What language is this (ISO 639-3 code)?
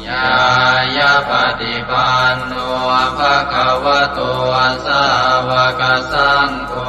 pli